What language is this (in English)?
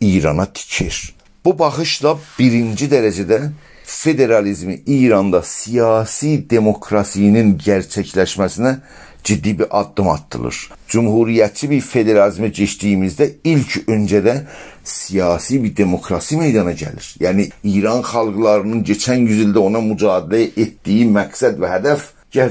South Azerbaijani